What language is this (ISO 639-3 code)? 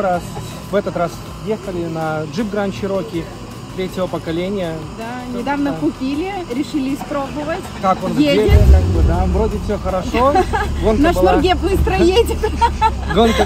rus